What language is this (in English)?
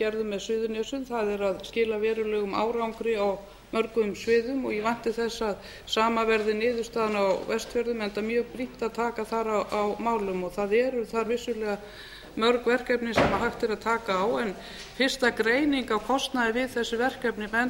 Icelandic